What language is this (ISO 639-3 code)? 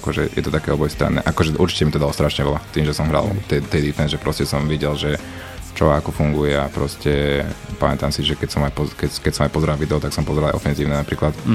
slk